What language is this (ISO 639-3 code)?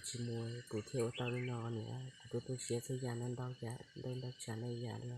hmn